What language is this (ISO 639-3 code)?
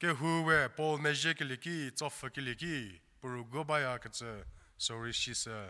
njm